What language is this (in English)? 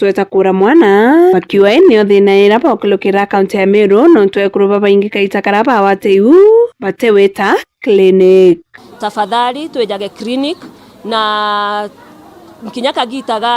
Meru